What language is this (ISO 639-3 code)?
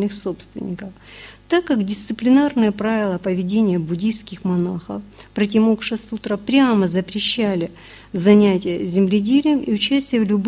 rus